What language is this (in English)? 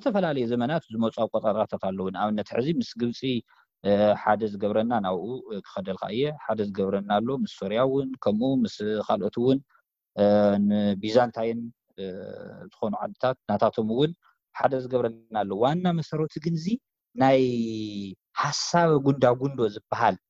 Tigrinya